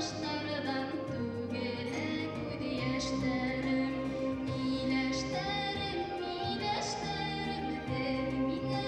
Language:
Bashkir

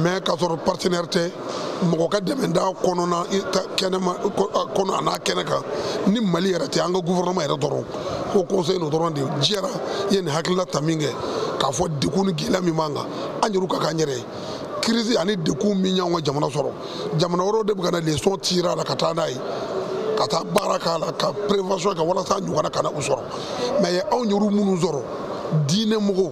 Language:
Bambara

